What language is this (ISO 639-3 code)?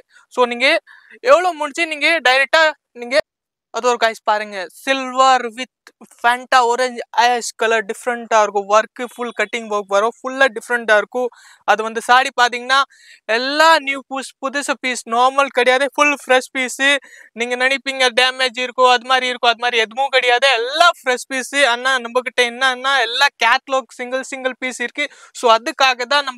tam